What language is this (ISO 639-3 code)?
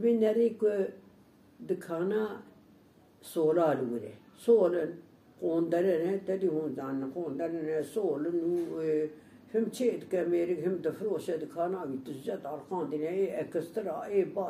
kur